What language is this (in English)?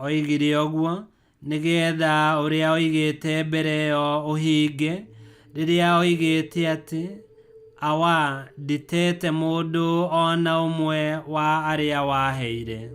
Kikuyu